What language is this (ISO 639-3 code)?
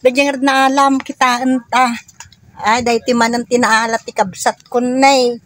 ilo